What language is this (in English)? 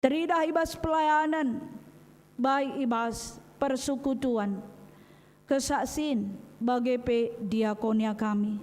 Batak Karo